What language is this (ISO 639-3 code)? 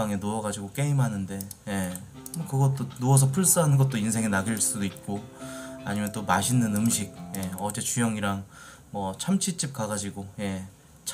kor